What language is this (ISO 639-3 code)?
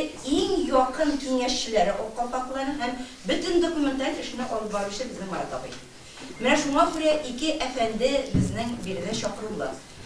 tat